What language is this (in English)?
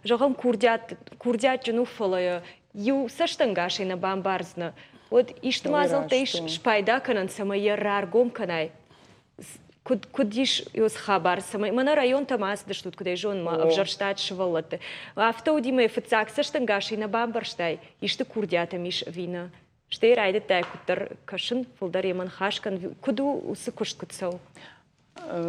Ossetic